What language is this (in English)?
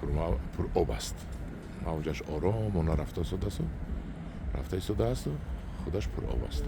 Tajik